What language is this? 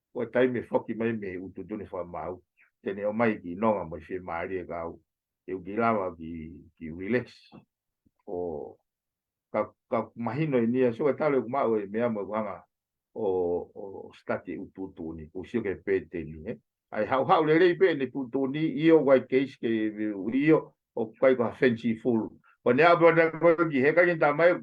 Tongan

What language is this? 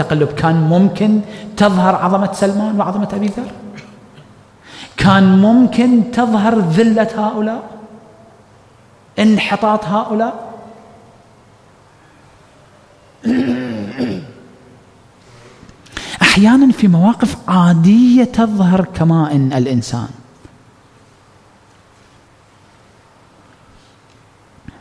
Arabic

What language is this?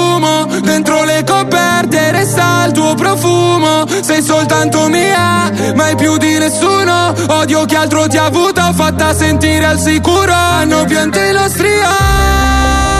Italian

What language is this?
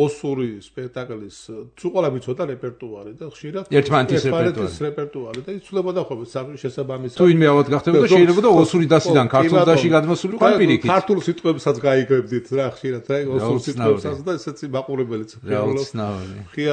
Georgian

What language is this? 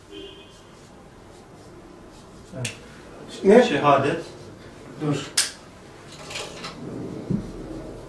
Turkish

